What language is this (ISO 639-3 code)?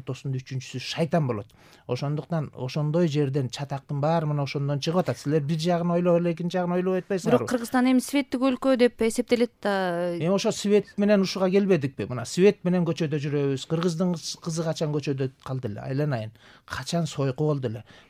kir